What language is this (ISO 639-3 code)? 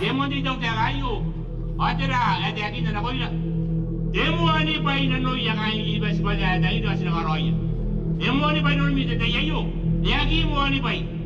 gil